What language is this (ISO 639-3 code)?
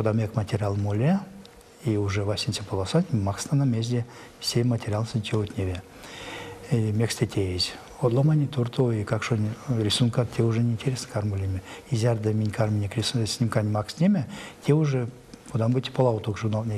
myv